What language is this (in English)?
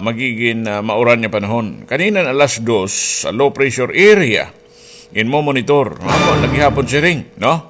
Waray